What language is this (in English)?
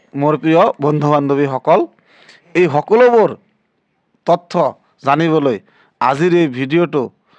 Assamese